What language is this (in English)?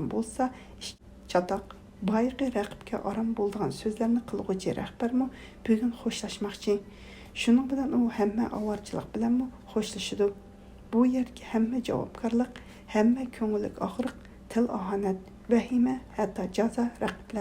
Uyghur